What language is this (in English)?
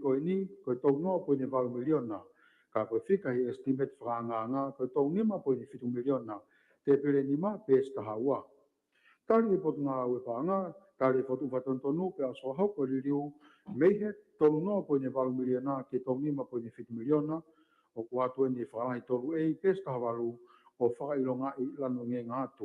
Tongan